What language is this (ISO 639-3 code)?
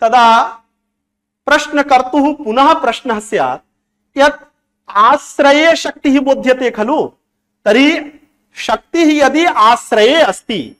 san